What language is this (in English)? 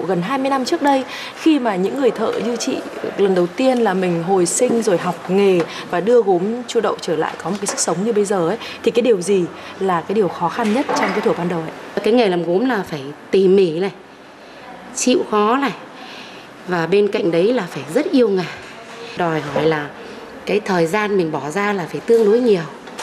Vietnamese